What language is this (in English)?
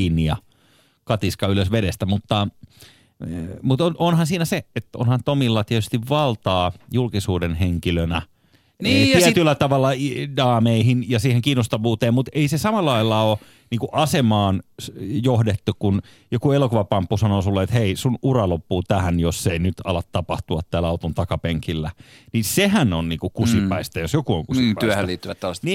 Finnish